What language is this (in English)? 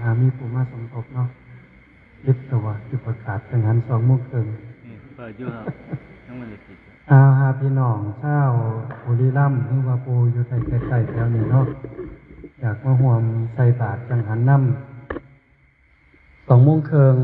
Northeastern Thai